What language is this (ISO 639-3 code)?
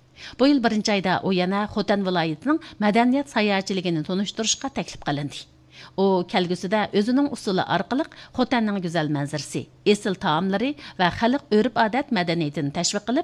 uig